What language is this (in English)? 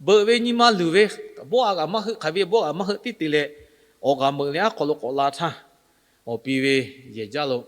Lahu